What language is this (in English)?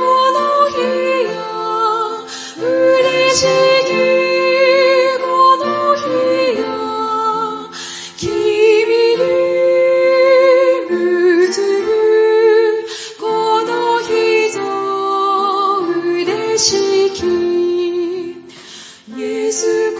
Japanese